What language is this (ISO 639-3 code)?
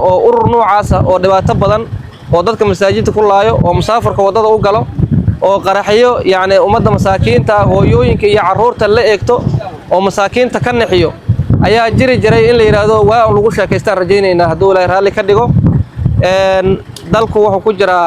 som